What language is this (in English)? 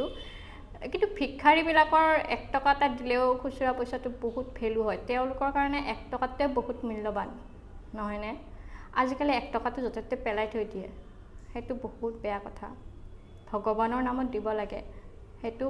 Assamese